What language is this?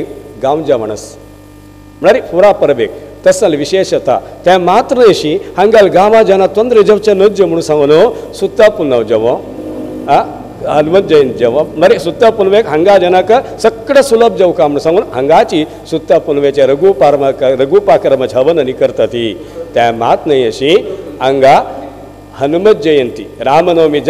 Konkani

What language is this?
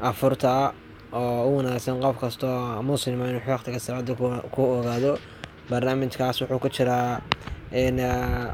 Somali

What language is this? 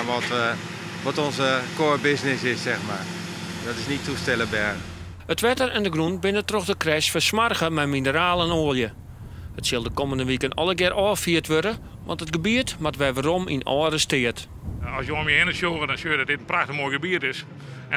Western Frisian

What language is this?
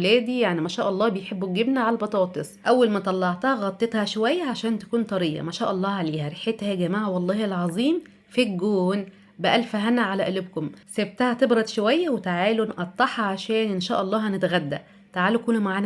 Egyptian Arabic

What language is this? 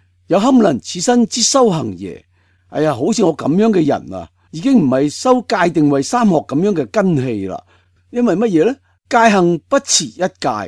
Cantonese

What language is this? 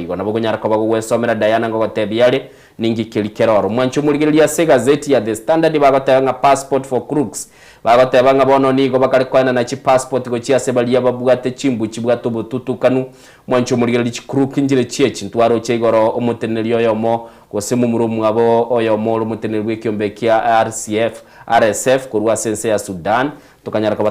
Gusii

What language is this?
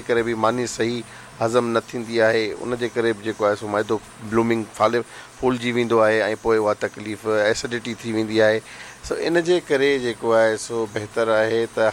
Sindhi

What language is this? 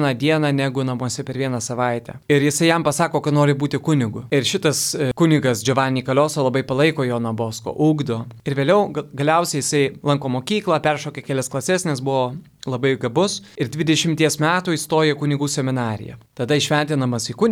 Lithuanian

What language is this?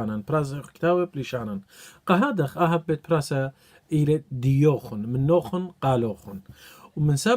Assyrian Neo-Aramaic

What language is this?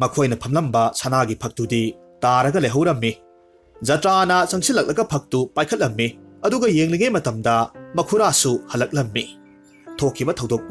Manipuri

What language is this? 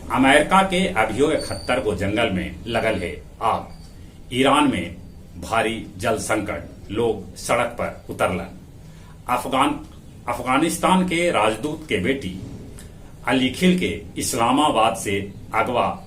Magahi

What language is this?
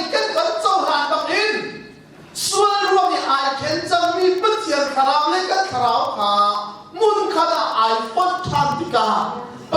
Hakha Chin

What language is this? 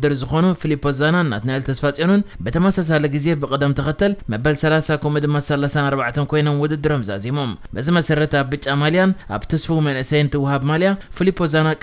Tigrinya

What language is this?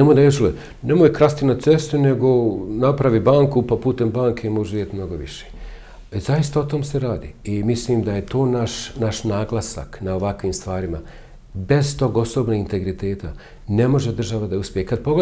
Bosnian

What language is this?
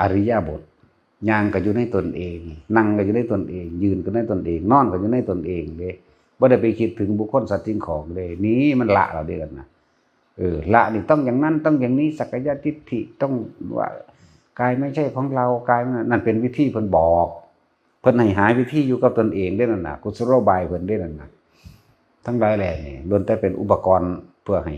Northeastern Thai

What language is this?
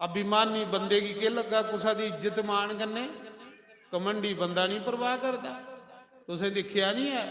Dogri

